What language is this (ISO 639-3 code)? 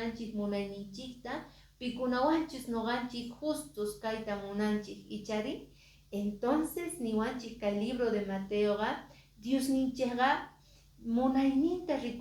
que